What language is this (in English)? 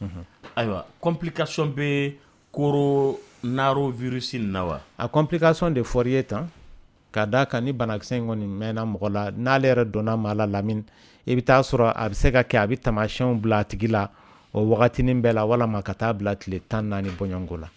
Dyula